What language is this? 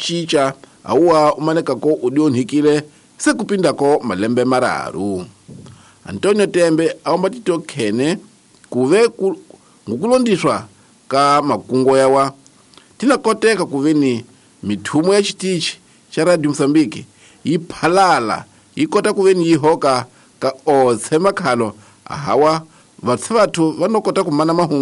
Tsonga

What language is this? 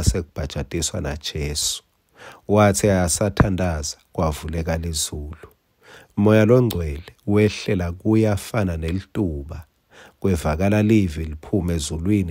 Swati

